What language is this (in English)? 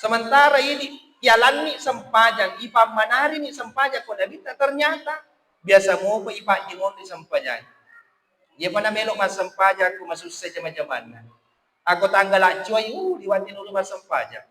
Buginese